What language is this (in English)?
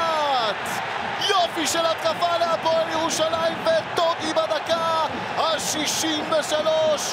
Hebrew